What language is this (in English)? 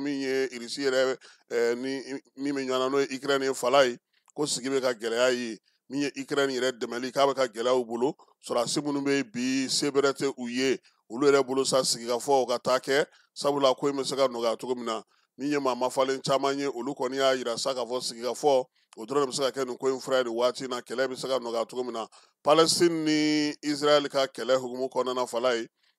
Bambara